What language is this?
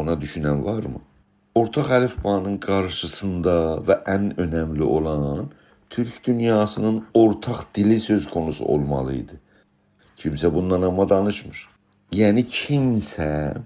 South Azerbaijani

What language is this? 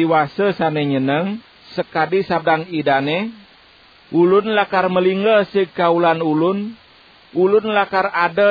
Balinese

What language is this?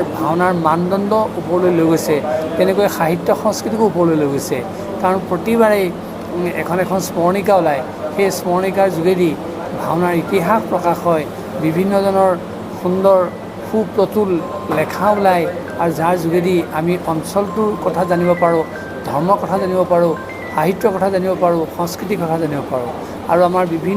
Assamese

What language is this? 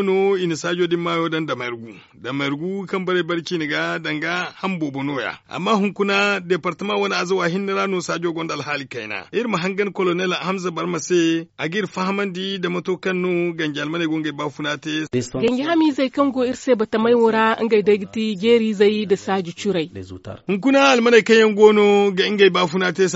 Zarma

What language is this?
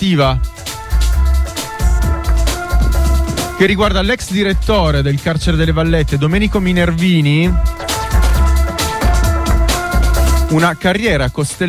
Italian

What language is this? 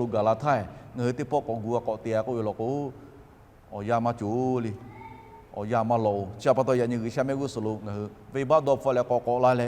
Lahu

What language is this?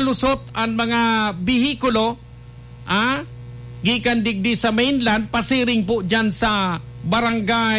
Bikol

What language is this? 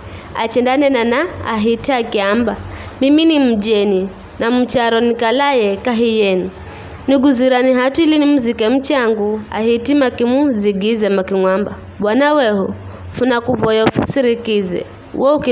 Giryama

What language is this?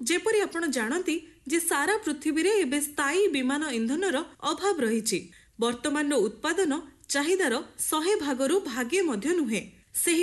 Odia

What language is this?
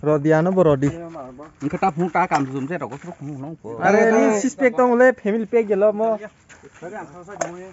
Kok Borok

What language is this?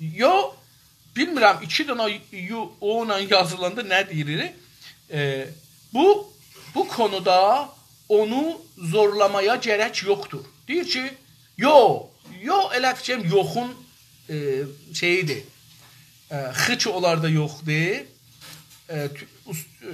South Azerbaijani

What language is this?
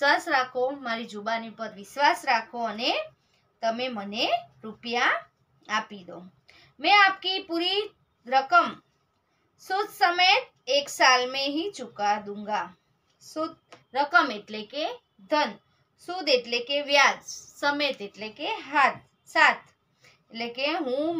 Gujarati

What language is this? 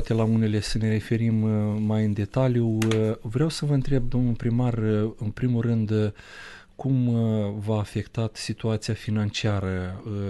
Romanian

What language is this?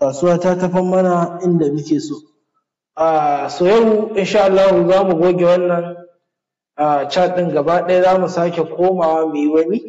Hausa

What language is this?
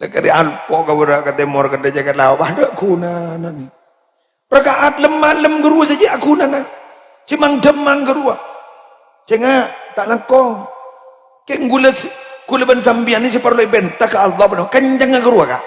Madurese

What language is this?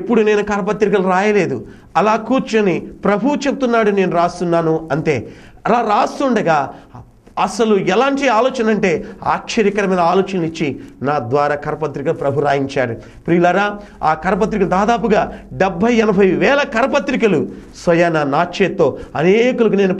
Telugu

